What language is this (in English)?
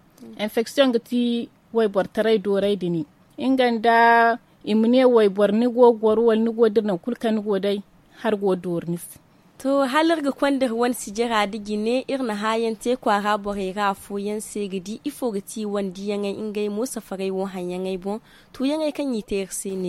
Zarma